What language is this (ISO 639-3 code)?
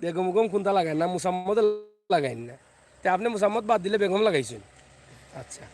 syl